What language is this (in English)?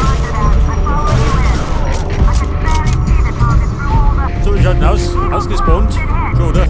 Bavarian